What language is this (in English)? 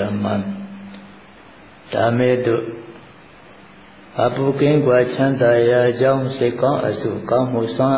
Burmese